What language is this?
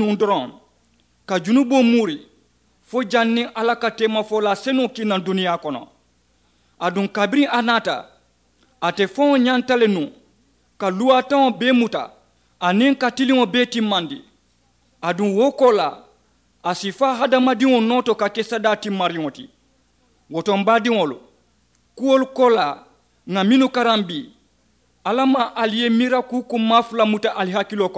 Mandingo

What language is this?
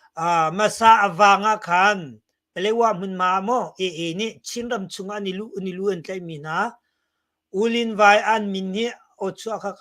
Hakha Chin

